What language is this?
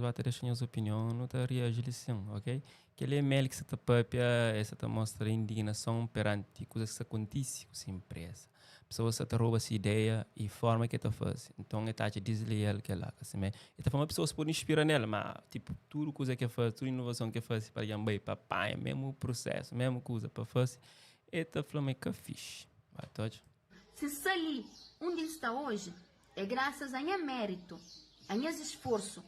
Kabuverdianu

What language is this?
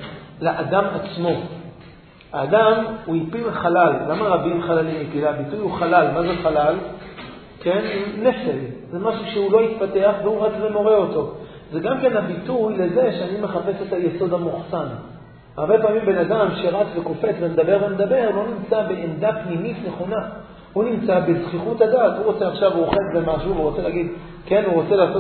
Hebrew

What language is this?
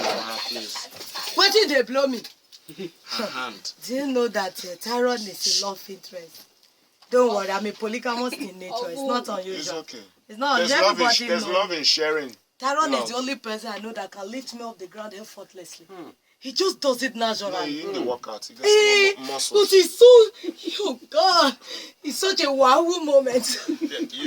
Nigerian Pidgin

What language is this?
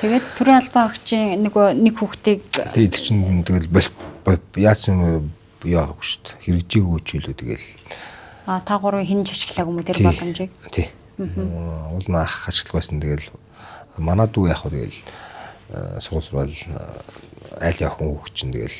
Mongolian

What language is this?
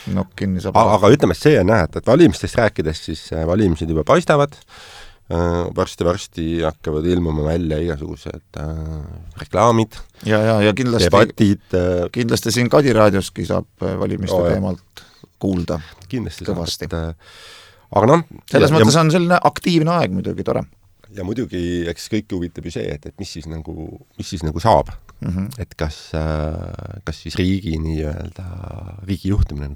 Estonian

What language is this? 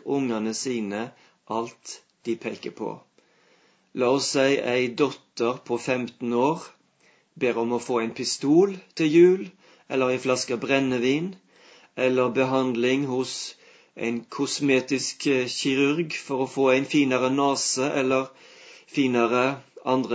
Norwegian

